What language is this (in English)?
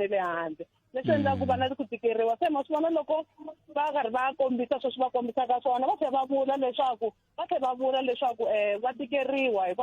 Tsonga